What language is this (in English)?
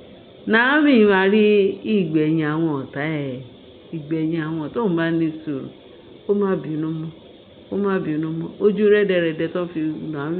Yoruba